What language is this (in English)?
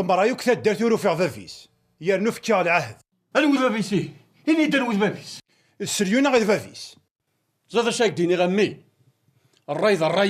Kabyle